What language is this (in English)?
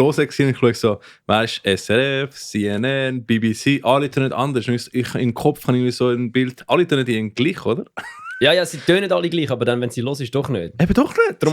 Swiss German